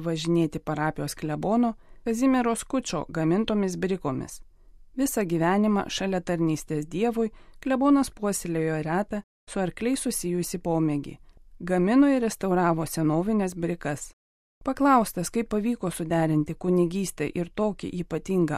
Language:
Lithuanian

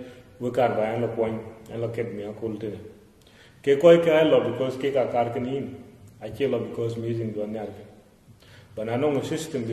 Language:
Dinka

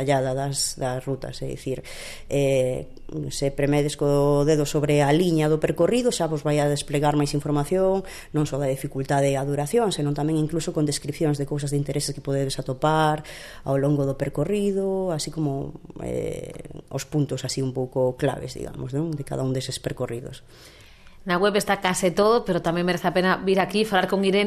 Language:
Galician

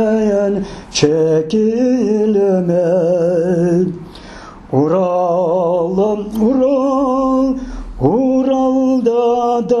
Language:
Crimean Tatar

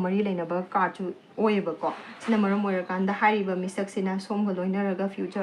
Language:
Manipuri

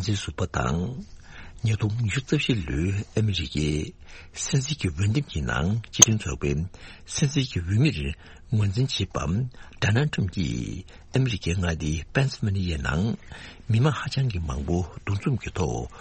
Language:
Tibetan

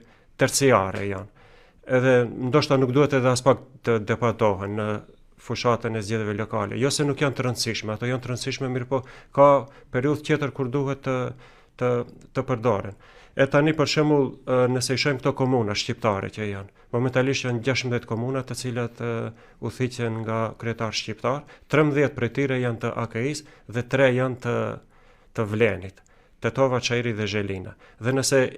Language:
Albanian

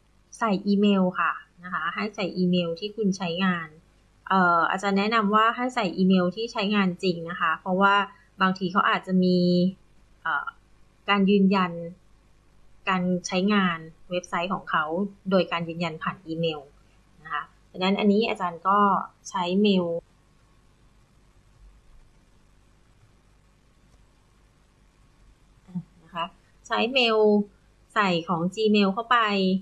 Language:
Thai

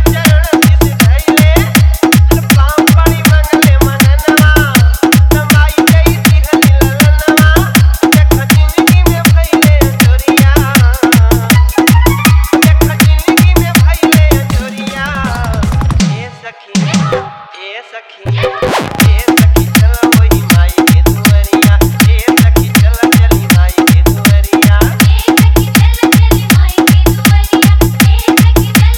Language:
Bhojpuri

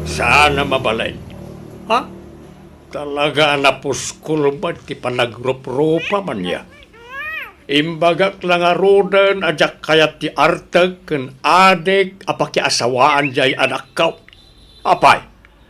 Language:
Iloko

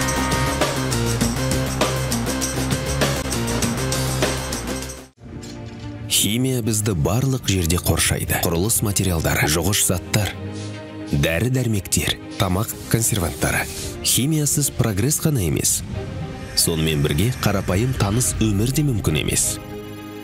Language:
Kazakh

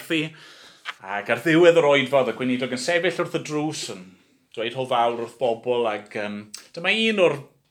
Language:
Welsh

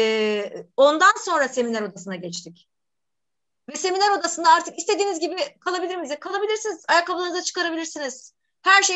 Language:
Turkish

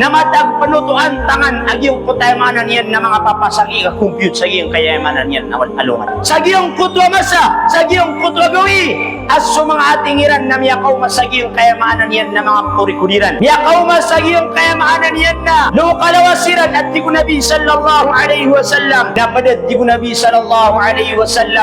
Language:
Maranao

